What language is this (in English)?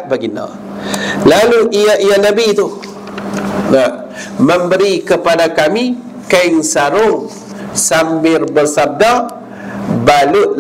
Malay